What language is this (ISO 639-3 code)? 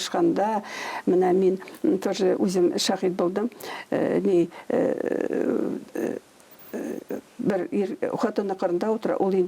tat